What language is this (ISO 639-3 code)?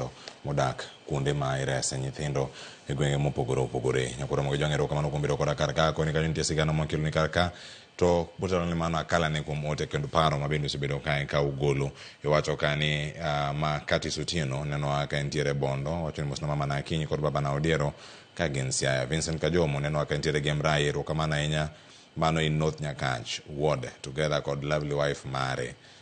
luo